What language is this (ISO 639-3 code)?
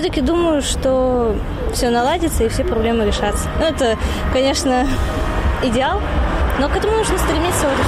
rus